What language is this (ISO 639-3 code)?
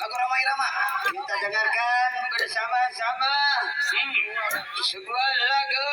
bew